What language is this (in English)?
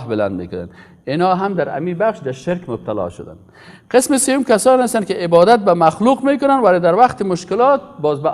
Persian